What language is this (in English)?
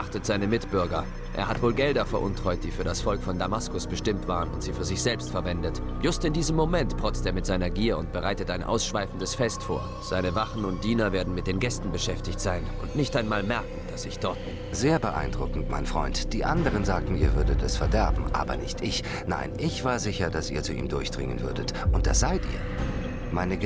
Bavarian